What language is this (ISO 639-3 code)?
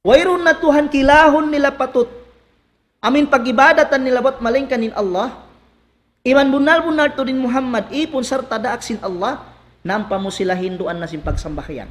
tsg